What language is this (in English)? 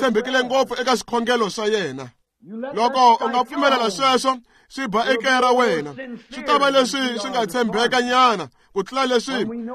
Tsonga